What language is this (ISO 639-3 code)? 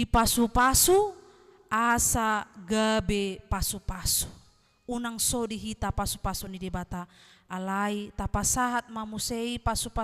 bbc